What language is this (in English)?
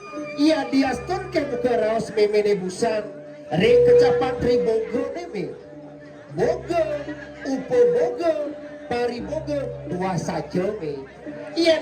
Balinese